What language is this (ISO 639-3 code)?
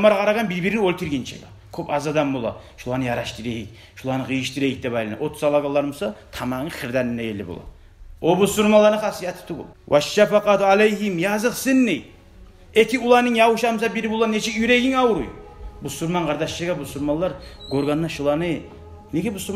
kum